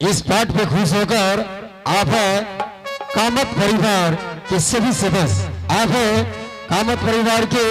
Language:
Angika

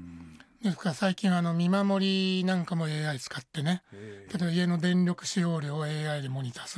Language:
Japanese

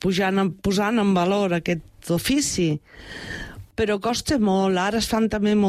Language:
Catalan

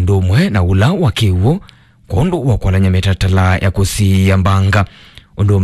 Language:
Kamba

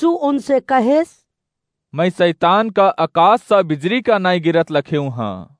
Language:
Awadhi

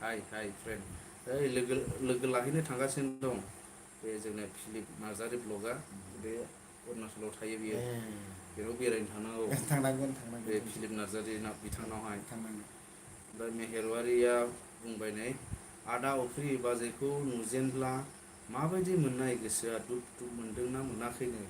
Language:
Bodo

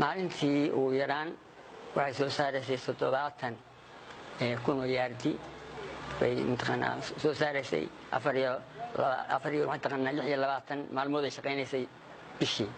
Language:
Somali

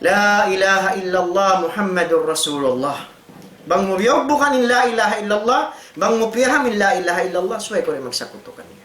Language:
Tausug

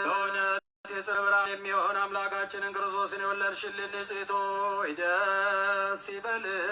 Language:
Amharic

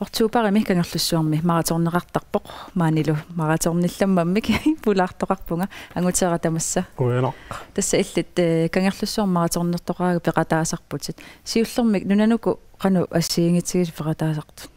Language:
Kalaallisut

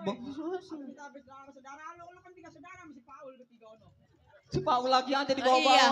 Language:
Betawi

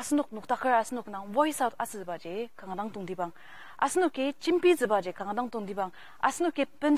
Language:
Ao Naga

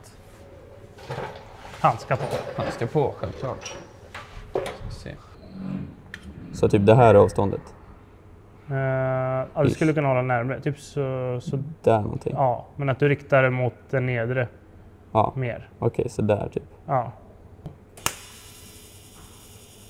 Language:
Swedish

